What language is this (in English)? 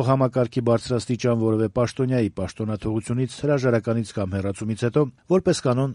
Armenian